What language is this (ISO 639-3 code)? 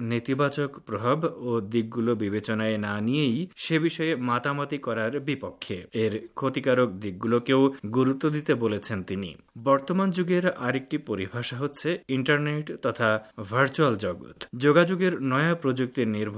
ben